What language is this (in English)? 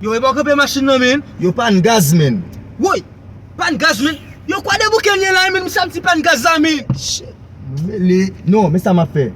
Haitian Creole